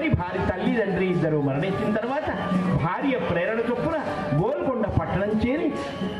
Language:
Telugu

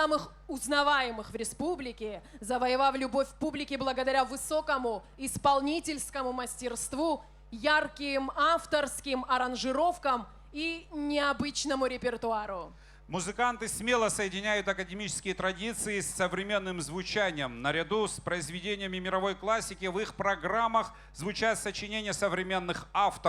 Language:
Abkhazian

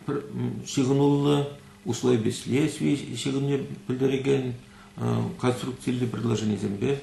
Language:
Chuvash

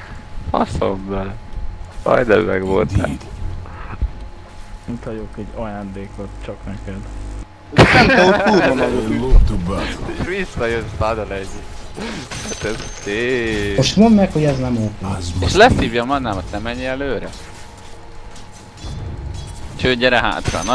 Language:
Hungarian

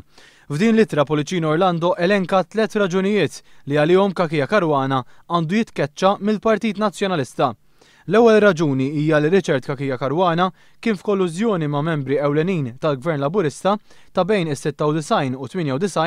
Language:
Maltese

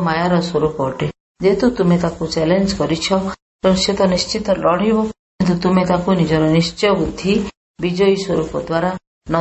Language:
Odia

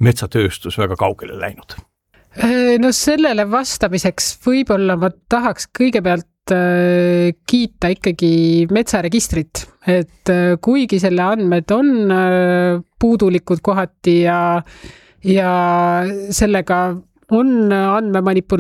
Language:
Estonian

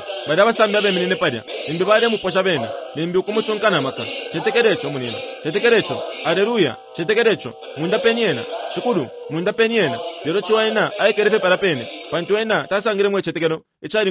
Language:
Bemba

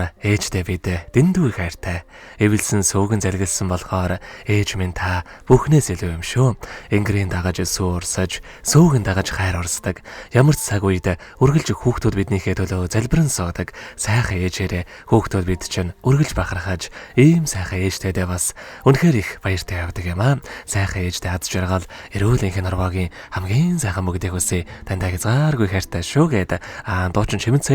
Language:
Mongolian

